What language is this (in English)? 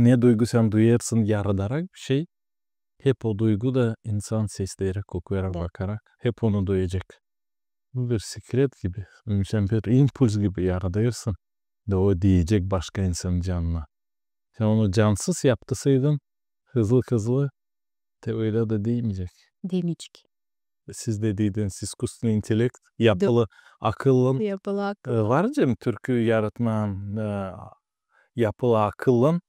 Gagauz